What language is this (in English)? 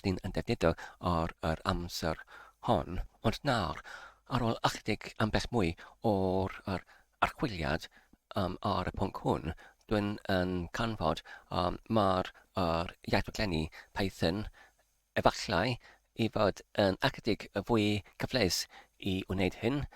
Welsh